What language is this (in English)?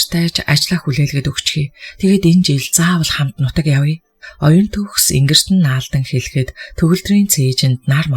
Mongolian